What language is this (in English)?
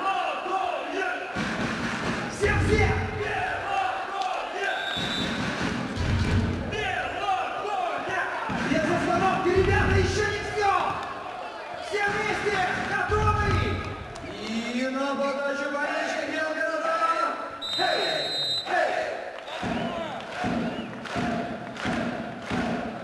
Russian